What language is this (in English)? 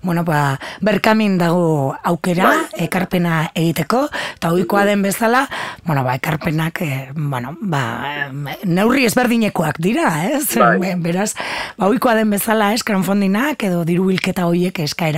Basque